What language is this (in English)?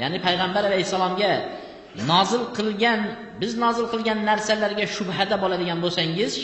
Uzbek